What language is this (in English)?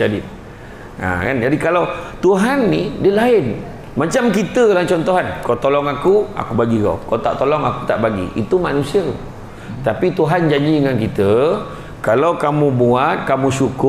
Malay